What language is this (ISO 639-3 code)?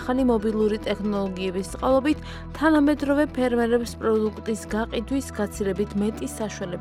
kat